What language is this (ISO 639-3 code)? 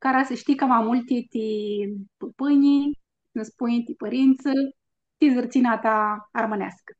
rup